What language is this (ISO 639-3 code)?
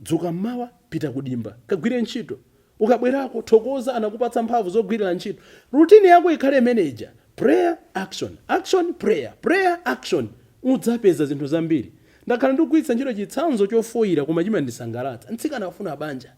nya